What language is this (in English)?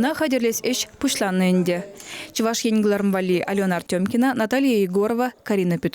Chuvash